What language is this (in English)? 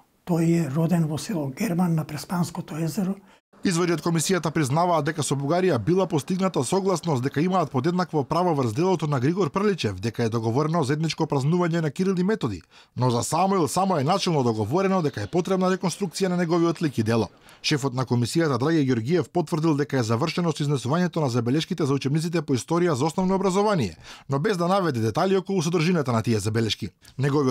Macedonian